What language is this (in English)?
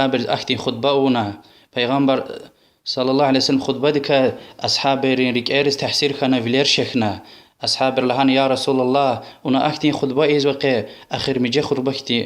Lezghian